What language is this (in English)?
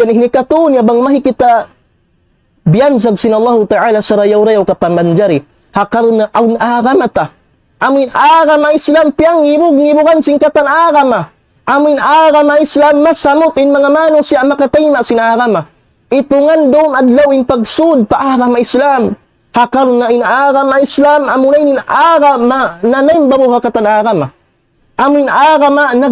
Tausug